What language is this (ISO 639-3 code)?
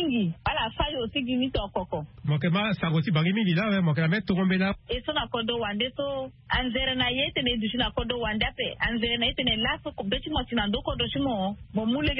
sag